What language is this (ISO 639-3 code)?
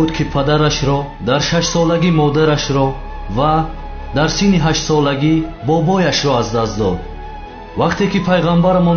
fas